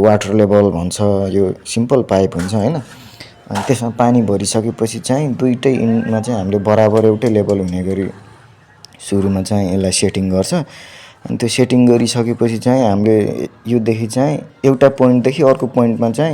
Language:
Nepali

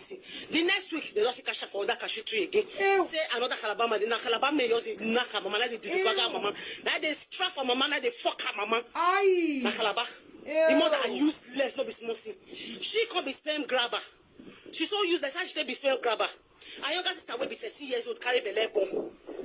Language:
Nigerian Pidgin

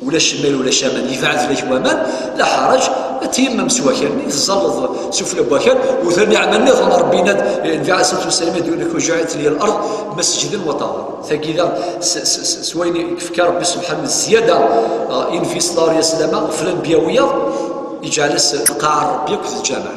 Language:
Kabyle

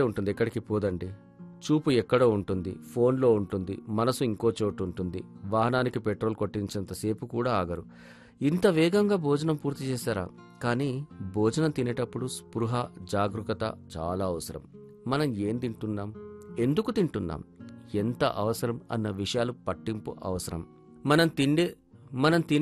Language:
Telugu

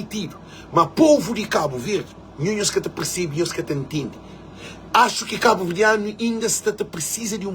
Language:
Kabuverdianu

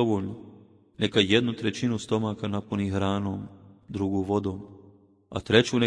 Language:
Bosnian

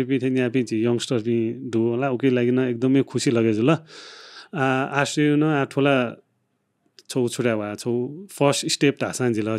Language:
Newari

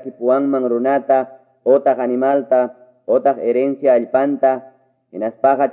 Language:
Ayacucho Quechua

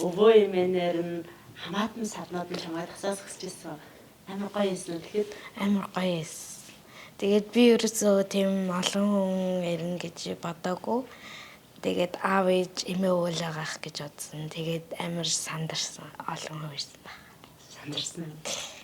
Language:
Mongolian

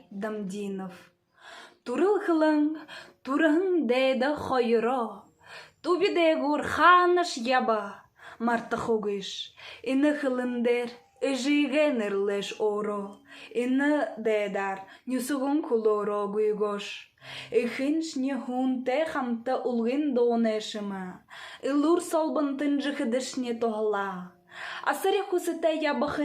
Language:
Buriat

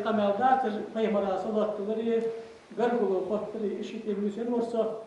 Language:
Ingush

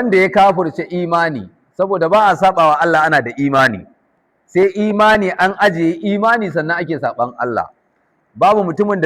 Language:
Hausa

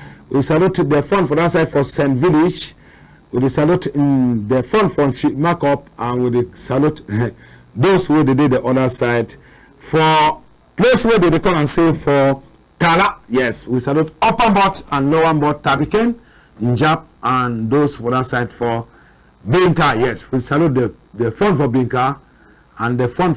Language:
Cameroon Pidgin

